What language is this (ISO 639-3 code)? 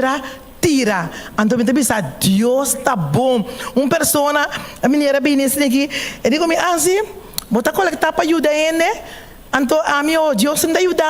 pap